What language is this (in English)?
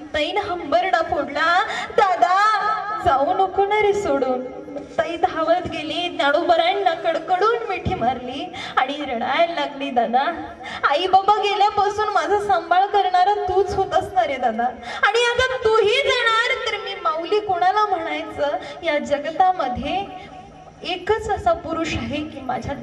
Marathi